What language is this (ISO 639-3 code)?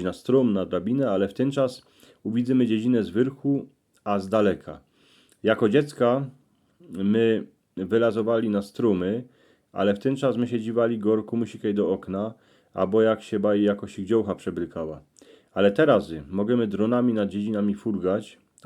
szl